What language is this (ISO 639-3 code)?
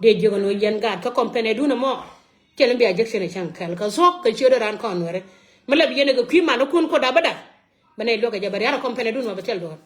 nus